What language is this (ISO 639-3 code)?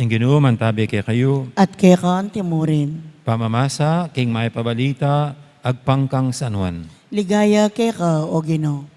pam